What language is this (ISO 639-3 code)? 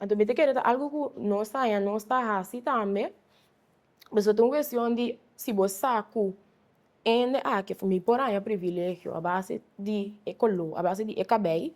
pap